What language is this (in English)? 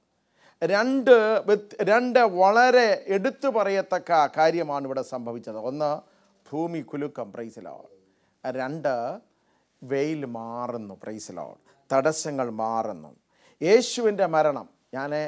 Malayalam